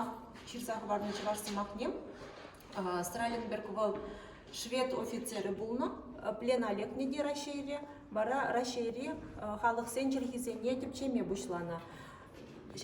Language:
Chuvash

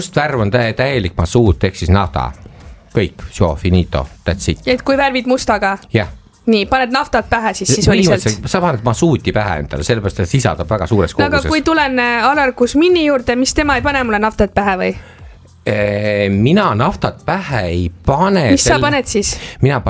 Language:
Estonian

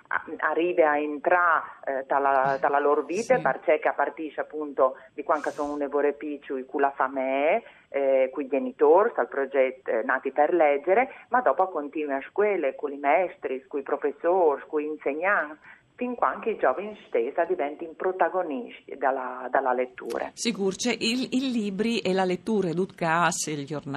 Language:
Friulian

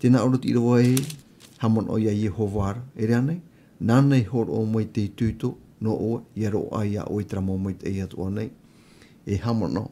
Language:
Tahitian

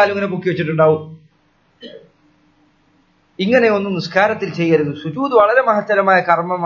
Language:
Malayalam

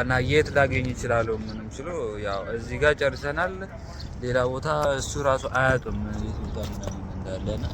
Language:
Amharic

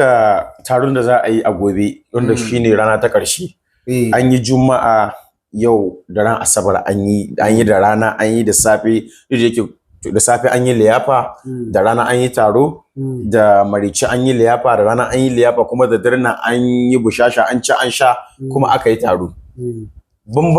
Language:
Hausa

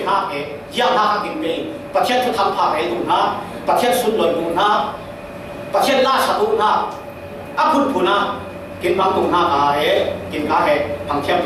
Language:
Falam Chin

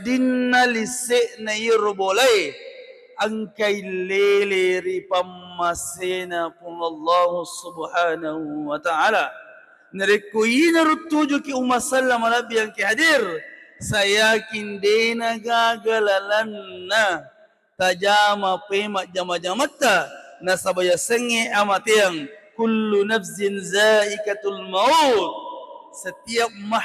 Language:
Buginese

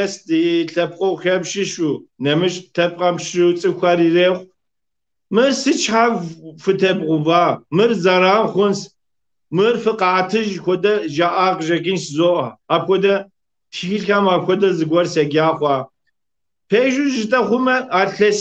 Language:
Kabardian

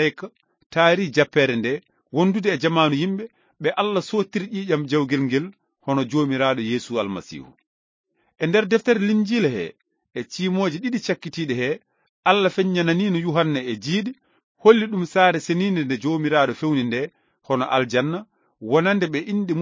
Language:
Fula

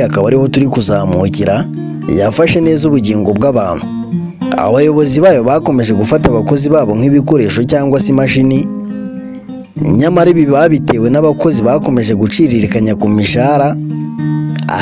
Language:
Kinyarwanda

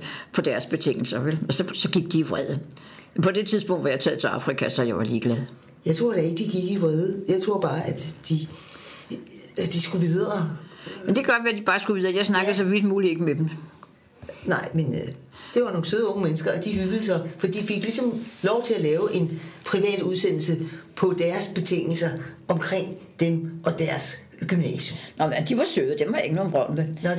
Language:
Danish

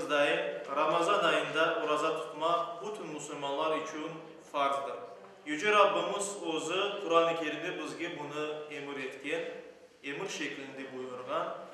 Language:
Crimean Tatar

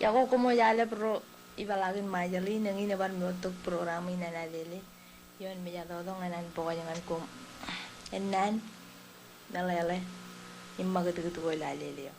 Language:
Marshallese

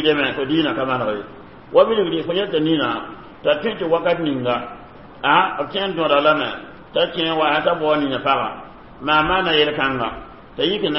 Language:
Mossi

